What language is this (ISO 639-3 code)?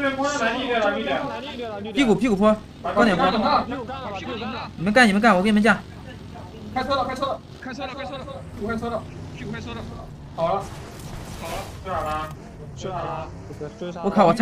zho